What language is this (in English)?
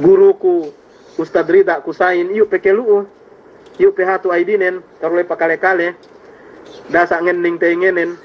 Yakan